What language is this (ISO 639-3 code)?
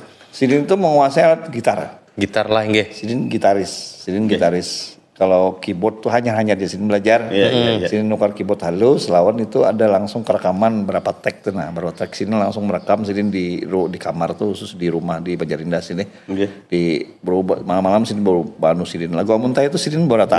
bjn